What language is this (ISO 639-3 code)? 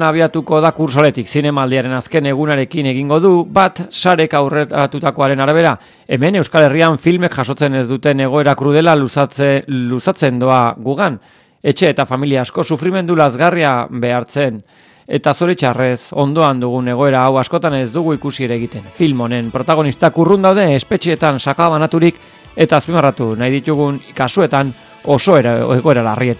eus